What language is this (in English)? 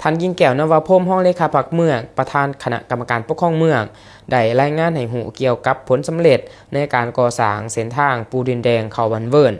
Lao